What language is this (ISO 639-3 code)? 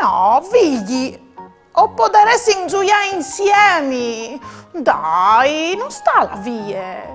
fur